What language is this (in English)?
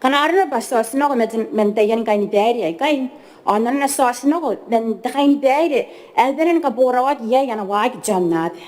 Gilbertese